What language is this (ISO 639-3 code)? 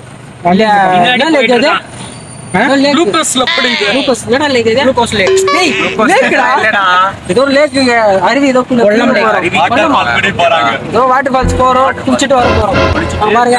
tam